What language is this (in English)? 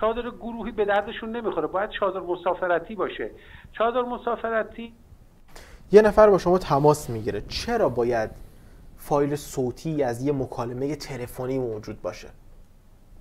Persian